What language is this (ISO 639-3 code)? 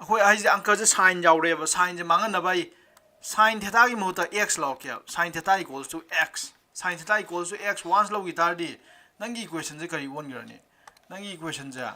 mni